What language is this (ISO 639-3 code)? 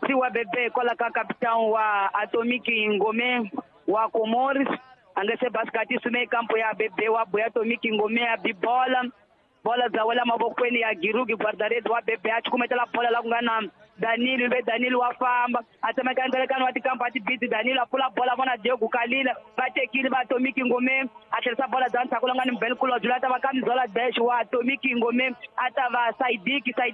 tso